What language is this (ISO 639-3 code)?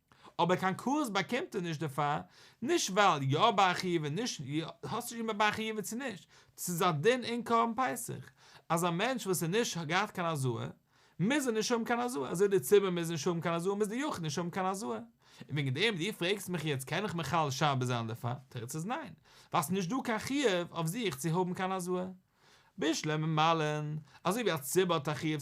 yid